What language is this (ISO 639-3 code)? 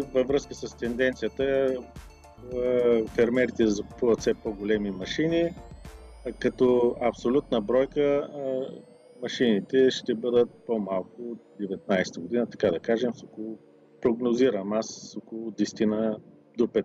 bul